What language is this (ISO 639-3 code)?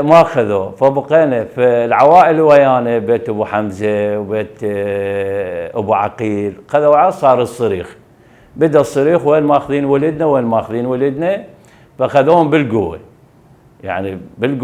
acm